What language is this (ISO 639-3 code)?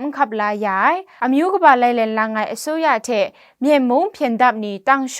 kac